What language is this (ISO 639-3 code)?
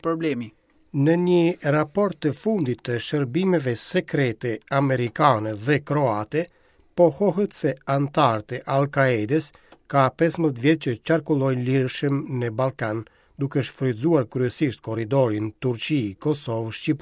sqi